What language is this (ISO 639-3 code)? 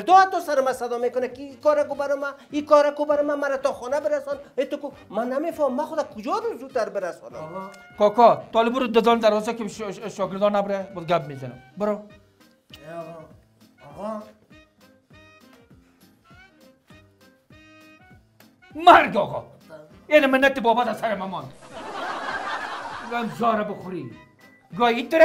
fas